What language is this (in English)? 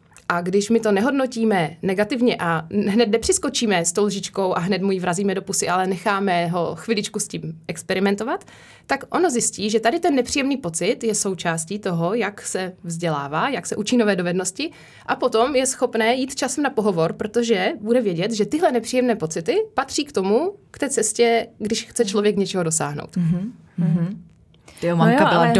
Czech